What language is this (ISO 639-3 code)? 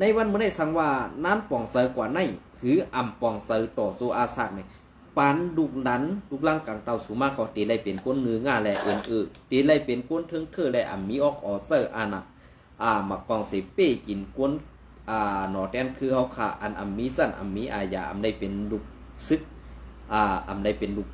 shn